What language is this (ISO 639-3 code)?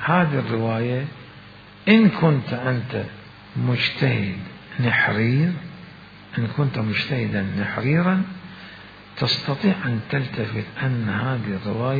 acm